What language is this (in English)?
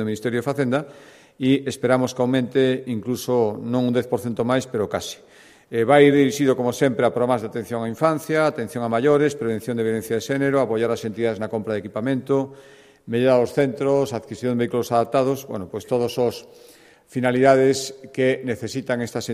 Galician